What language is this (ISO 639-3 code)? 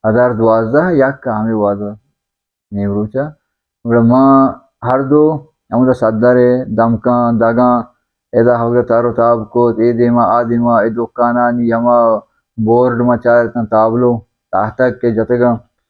bal